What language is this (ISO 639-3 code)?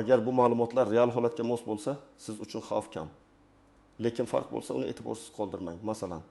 uzb